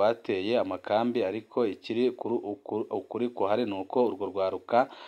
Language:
Rundi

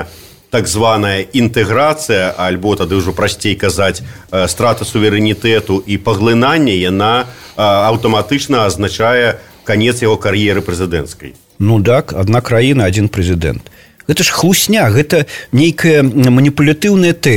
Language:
Belarusian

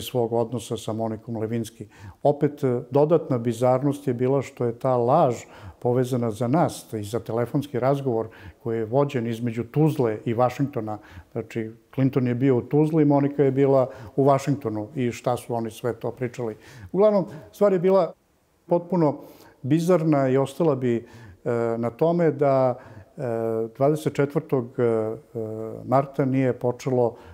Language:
Serbian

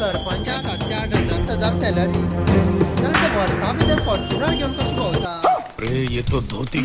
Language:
Konkani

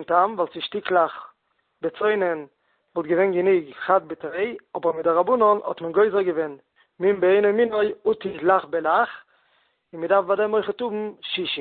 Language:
Yiddish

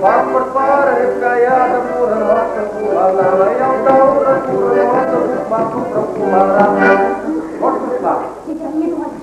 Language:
Chuvash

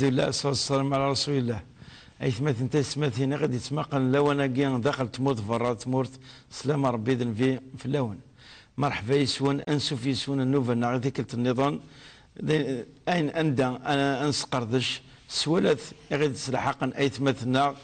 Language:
Kabyle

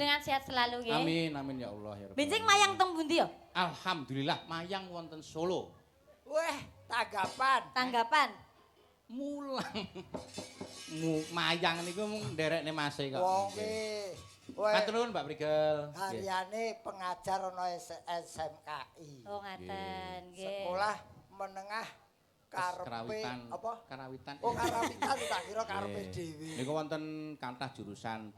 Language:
Javanese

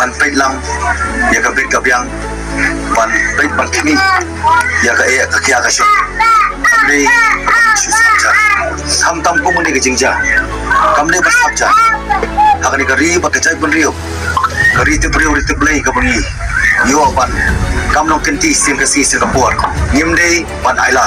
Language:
Khasi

